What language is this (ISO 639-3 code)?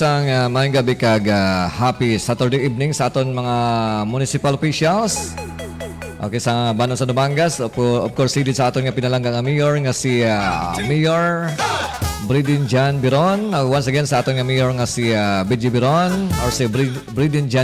hil